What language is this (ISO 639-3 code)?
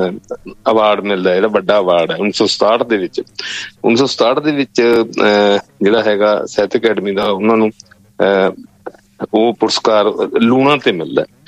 pan